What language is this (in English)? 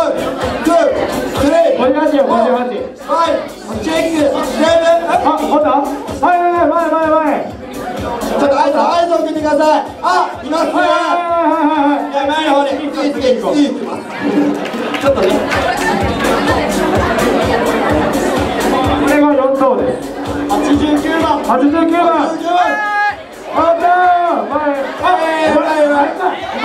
Japanese